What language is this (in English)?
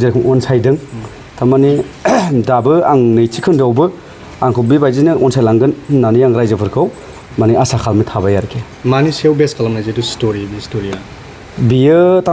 Bodo